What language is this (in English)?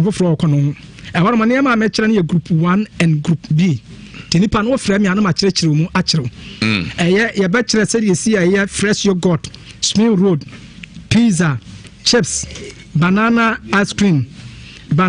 Akan